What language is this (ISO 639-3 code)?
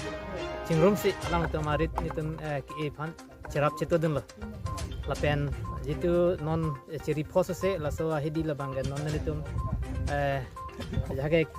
mjw